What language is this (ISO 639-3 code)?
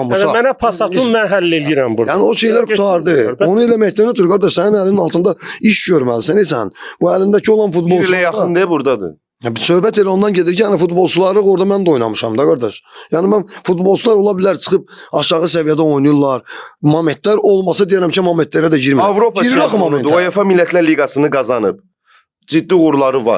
aze